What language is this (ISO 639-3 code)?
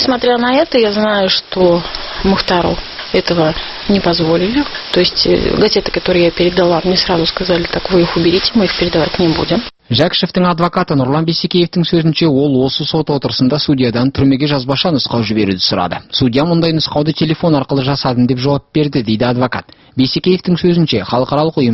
kaz